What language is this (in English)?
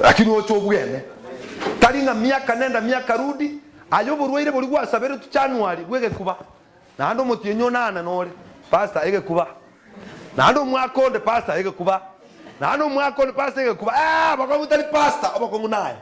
Gusii